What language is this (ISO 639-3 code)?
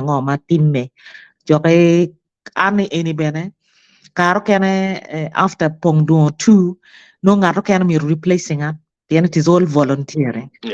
ach